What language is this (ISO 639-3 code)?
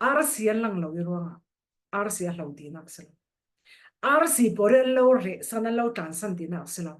cfm